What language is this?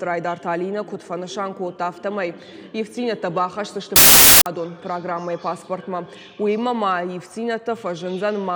Ossetic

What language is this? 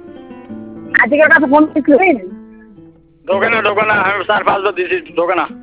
Bangla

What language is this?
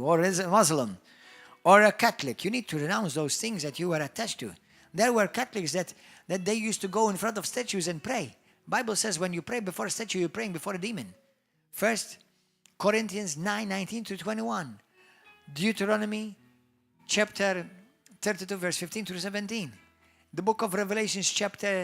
English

